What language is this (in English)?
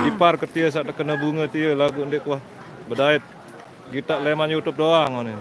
Sasak